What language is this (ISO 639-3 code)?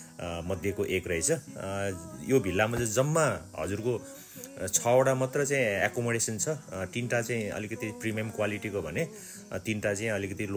nep